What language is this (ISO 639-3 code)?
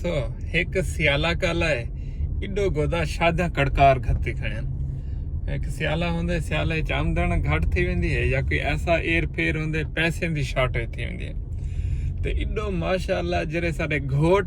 skr